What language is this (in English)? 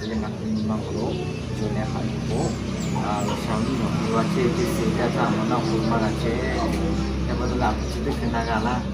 Lahu